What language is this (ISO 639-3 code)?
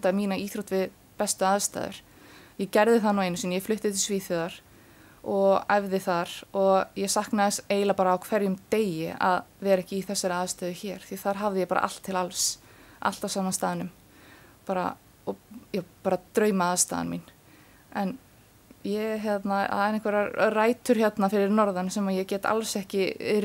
isl